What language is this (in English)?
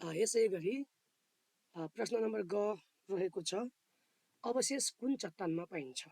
Nepali